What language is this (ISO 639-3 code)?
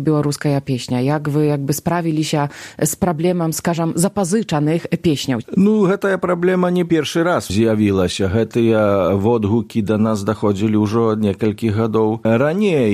bel